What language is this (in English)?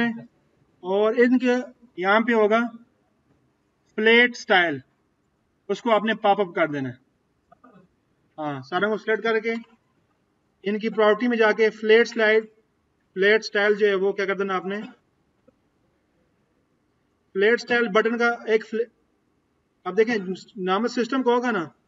Hindi